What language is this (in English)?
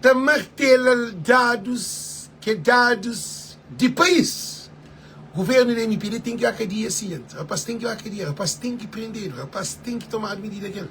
Kabuverdianu